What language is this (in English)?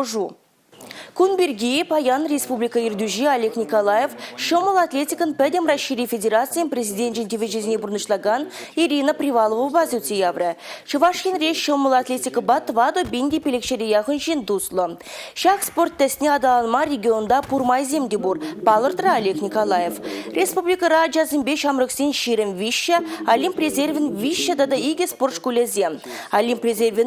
Chuvash